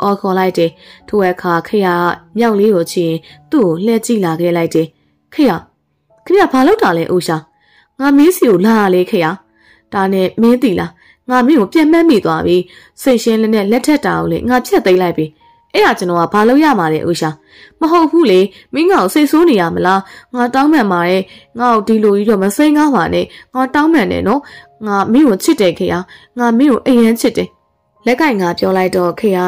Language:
Burmese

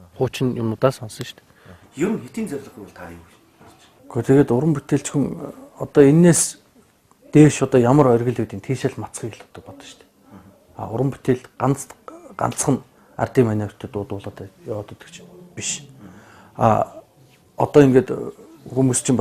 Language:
Mongolian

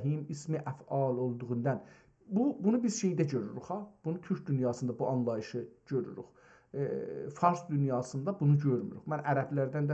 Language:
South Azerbaijani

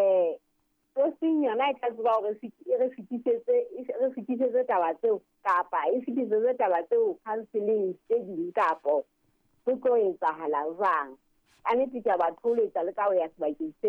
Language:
Southern Sotho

